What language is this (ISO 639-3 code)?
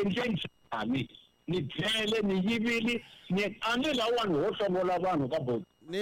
tso